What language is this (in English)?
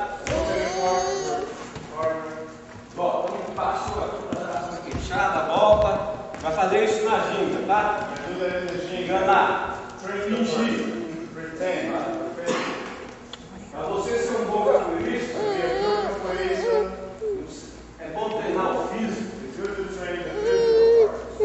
Portuguese